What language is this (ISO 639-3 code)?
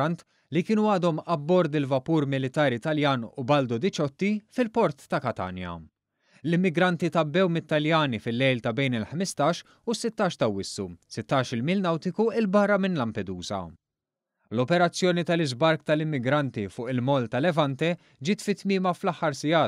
mlt